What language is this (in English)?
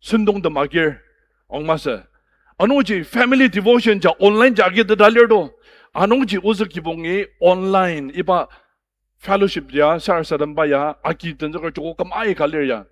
Ao Naga